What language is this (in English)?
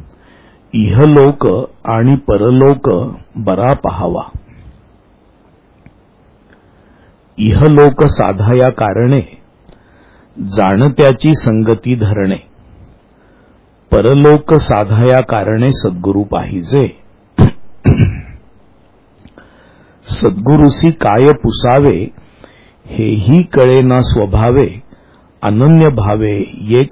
Marathi